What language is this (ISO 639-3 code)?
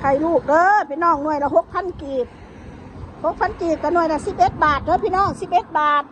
tts